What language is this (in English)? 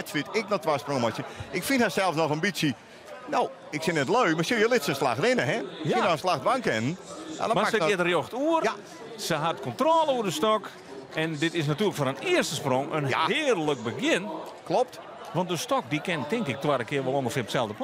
Western Frisian